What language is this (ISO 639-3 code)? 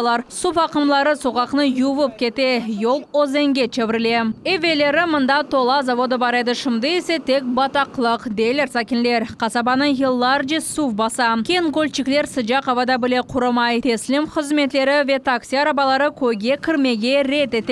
crh